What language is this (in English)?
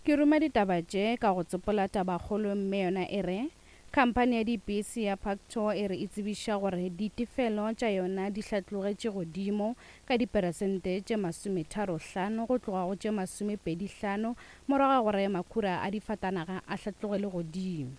Northern Sotho